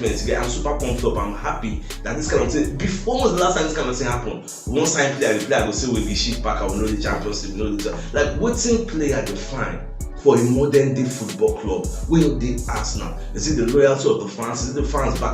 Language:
Nigerian Pidgin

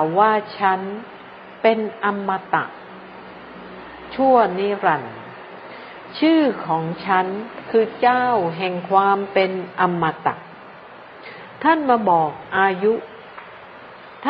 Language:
Thai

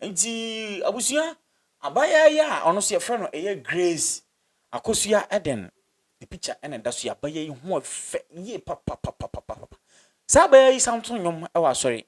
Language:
Akan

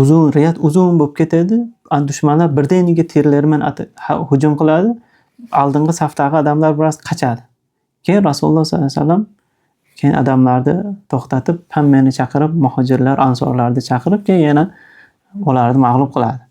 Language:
Uzbek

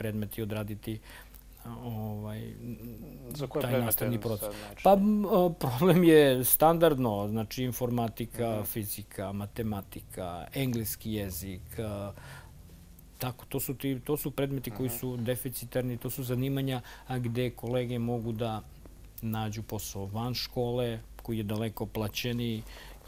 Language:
Serbian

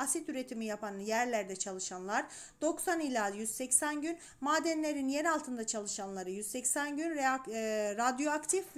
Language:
Turkish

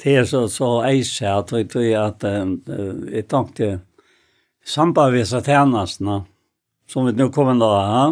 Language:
Faroese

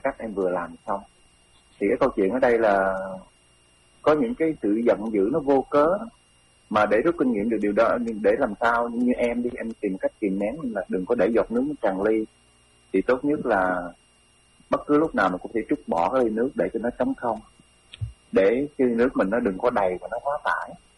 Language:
Vietnamese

